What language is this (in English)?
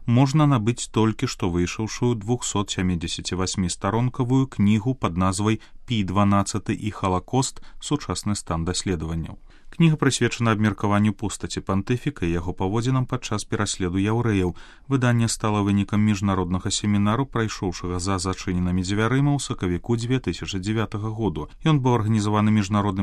Belarusian